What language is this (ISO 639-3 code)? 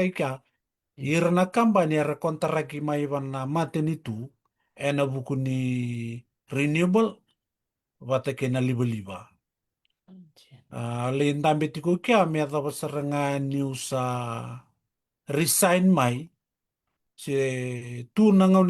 fij